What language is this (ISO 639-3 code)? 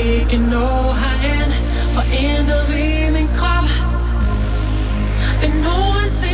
dan